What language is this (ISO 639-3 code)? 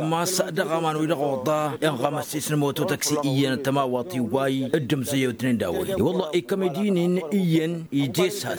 taq